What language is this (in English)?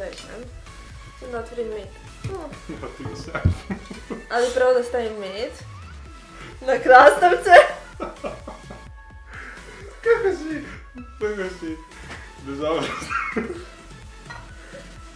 Serbian